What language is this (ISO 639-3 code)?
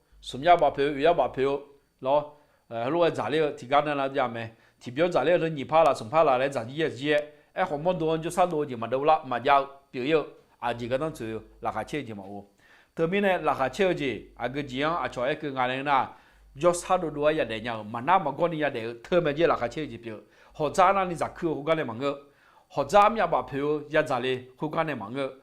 ahk